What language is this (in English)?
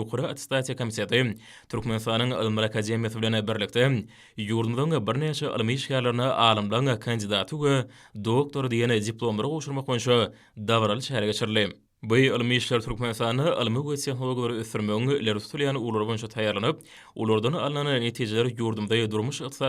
Turkmen